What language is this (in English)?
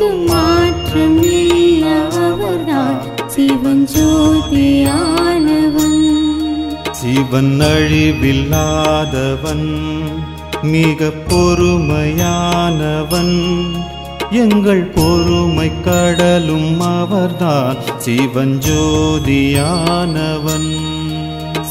Tamil